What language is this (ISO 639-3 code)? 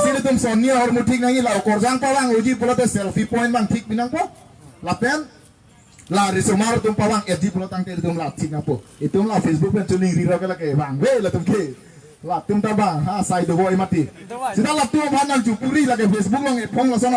mjw